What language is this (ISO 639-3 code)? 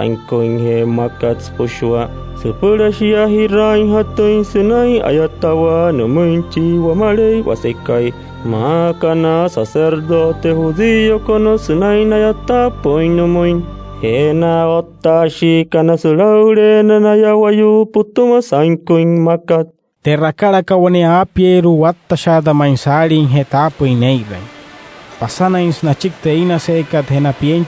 guc